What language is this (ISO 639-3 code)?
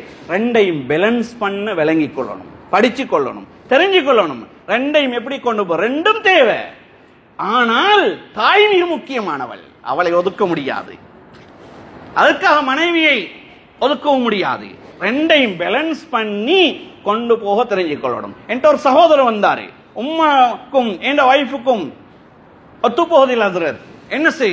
tam